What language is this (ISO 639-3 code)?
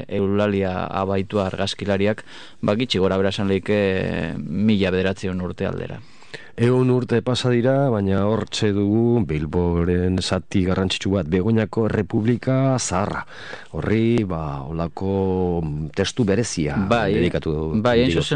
eus